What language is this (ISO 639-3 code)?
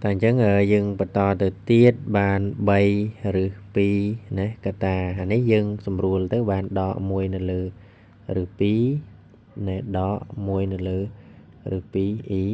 khm